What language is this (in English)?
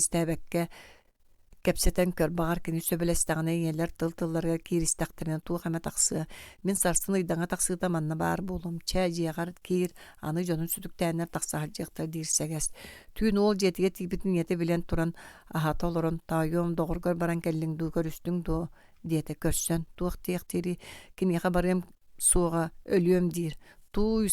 Yakut